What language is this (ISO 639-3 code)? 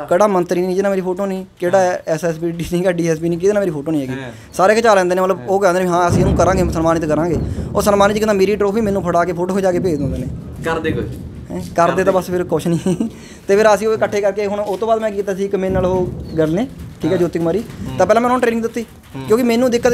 pan